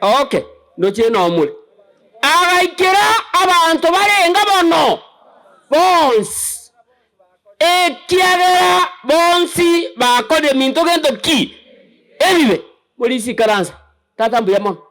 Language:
Gusii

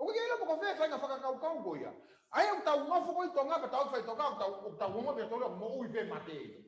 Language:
Tongan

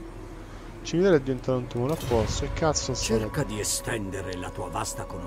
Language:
Italian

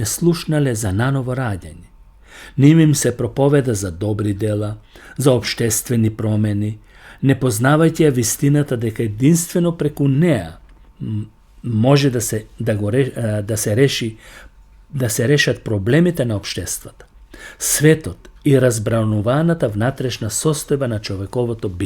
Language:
Macedonian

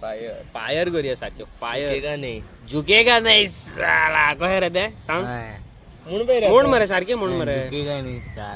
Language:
Konkani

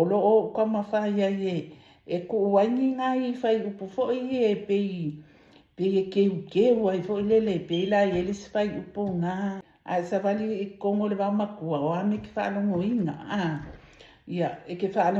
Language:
Samoan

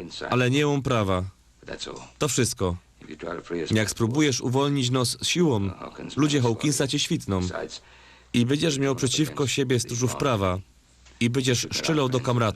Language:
Silesian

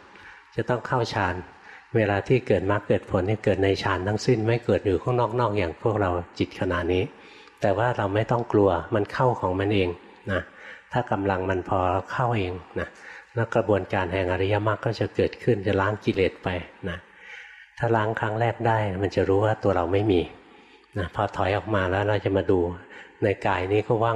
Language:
Thai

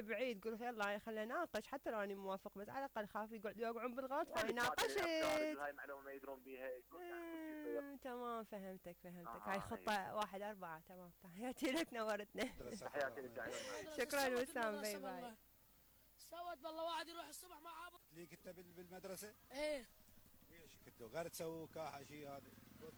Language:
Mesopotamian Arabic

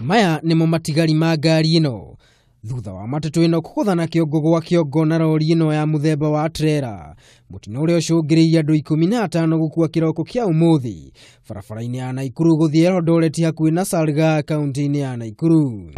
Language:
Kikuyu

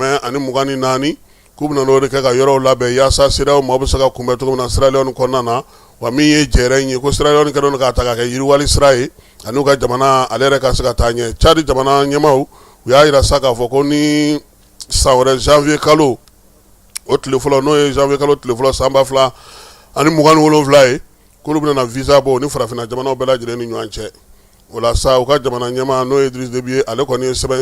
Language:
Bambara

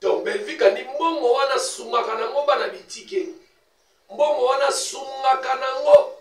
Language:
Lingala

